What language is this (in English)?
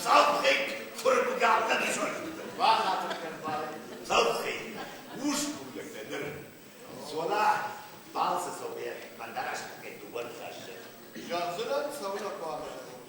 Ossetic